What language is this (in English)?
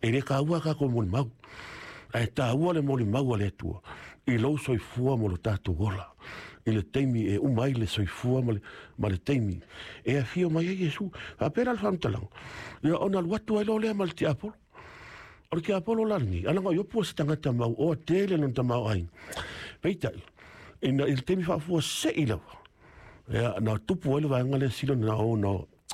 Samoan